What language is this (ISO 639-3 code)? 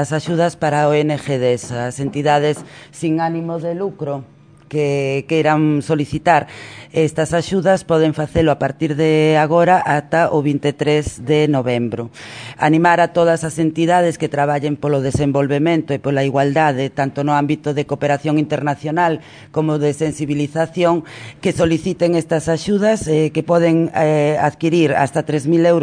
glg